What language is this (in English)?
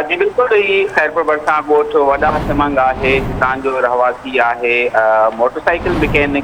Sindhi